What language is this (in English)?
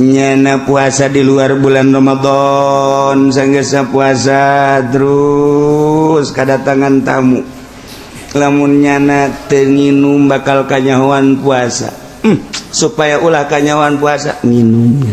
Sundanese